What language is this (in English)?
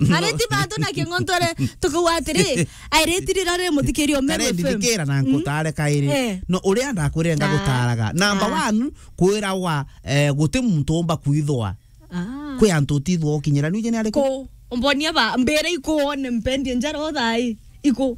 Meru